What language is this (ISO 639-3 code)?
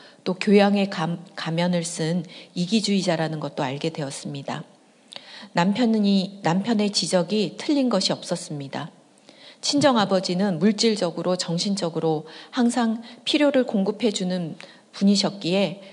kor